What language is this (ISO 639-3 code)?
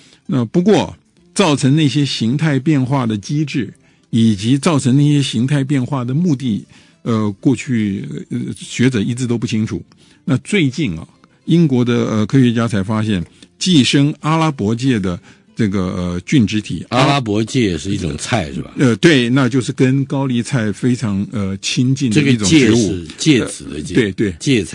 zho